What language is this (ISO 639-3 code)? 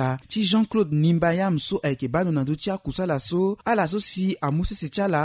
sag